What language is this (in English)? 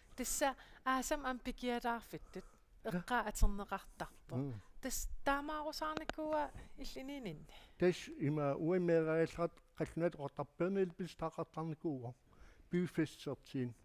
Kalaallisut